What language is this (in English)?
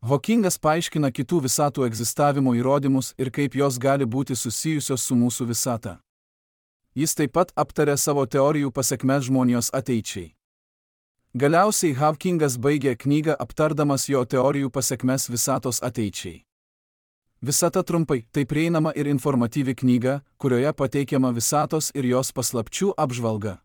Lithuanian